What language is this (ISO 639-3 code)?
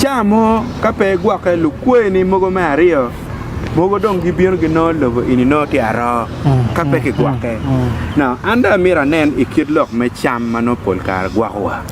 ach